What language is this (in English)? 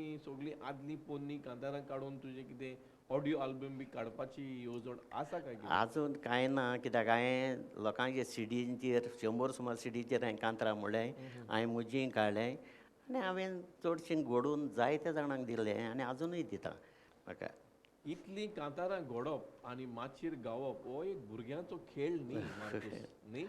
Konkani